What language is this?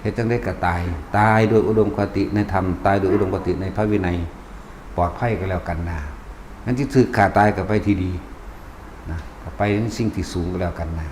Northeastern Thai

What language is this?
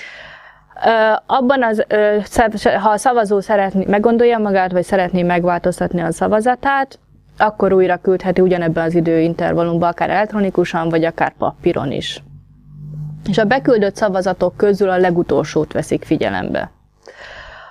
Hungarian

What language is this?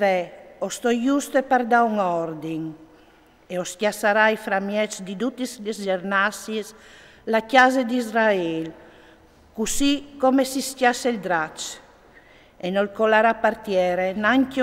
Friulian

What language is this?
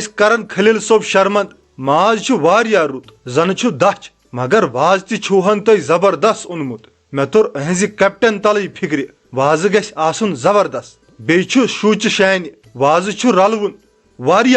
Kashmiri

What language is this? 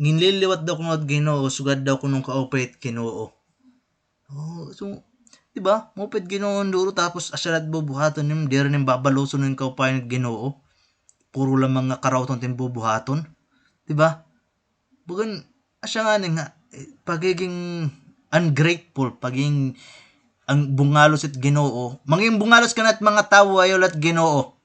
Waray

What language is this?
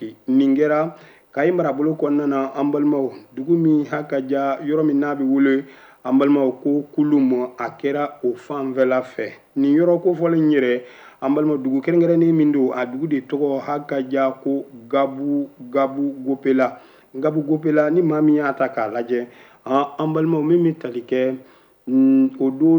Bambara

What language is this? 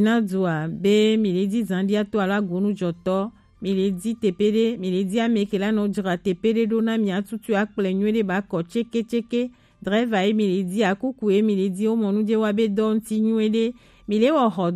Gen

